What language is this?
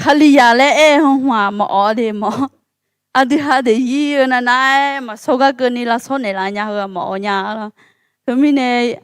Akha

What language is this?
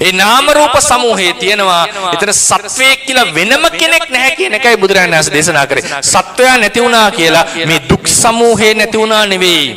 Sinhala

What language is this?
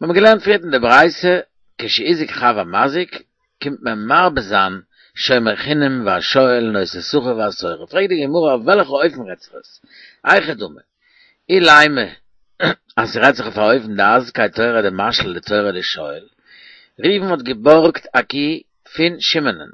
Yiddish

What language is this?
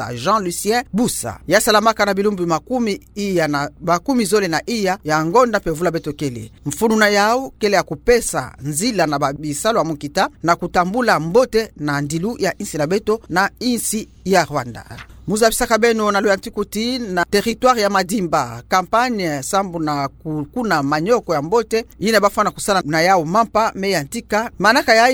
Kituba (Democratic Republic of Congo)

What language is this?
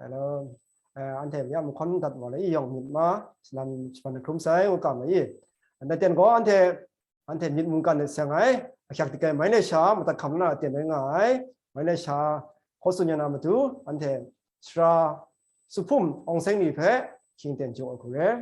Kachin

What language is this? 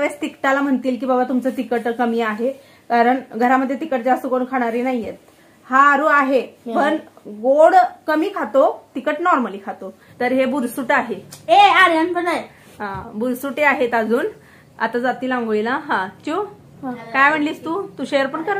Marathi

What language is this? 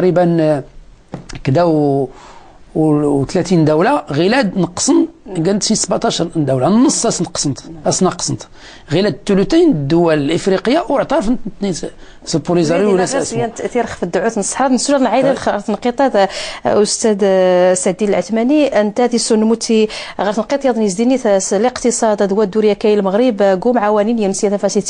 Moroccan Arabic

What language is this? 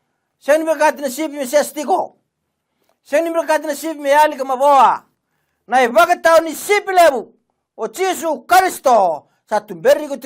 Fijian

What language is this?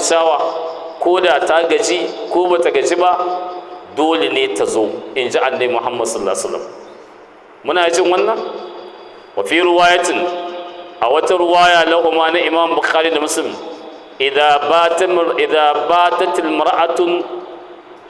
Hausa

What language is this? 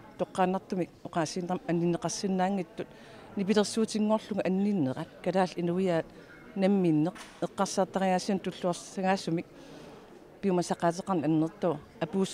Kalaallisut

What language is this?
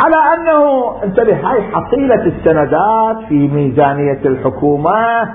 Mesopotamian Arabic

